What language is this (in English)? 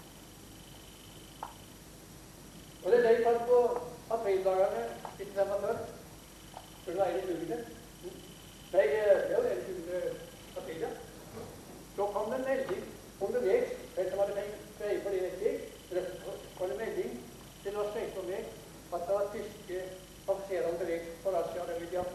Norwegian